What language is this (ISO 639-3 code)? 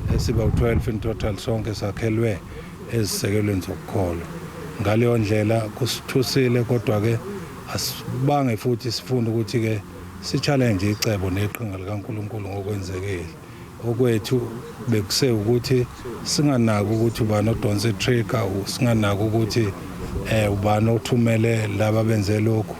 zul